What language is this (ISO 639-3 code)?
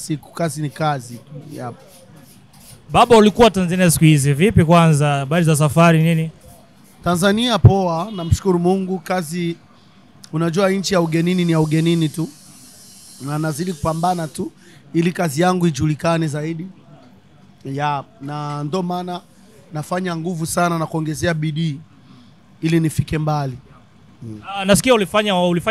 swa